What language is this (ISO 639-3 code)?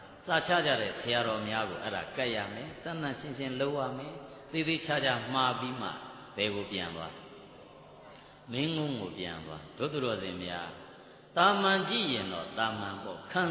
mya